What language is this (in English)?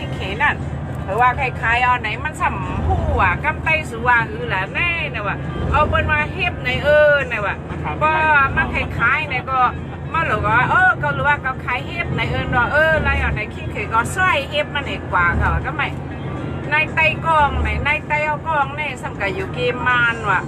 Shan